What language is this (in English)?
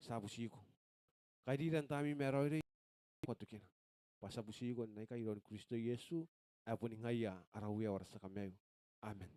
Gilbertese